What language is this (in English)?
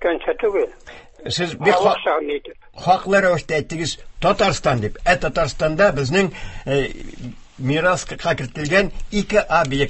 Tatar